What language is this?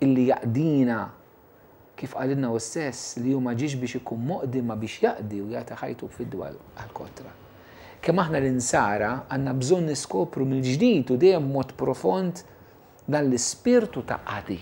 Maltese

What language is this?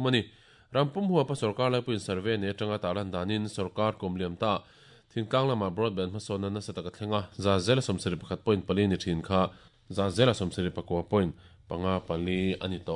Mizo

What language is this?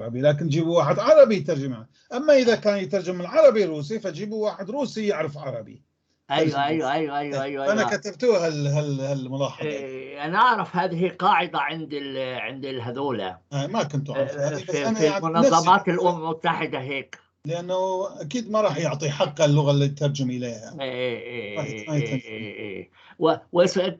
North Levantine Arabic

